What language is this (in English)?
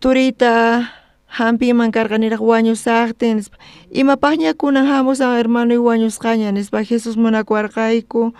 South Bolivian Quechua